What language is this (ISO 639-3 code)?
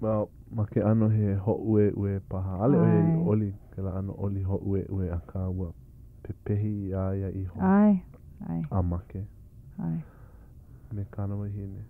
haw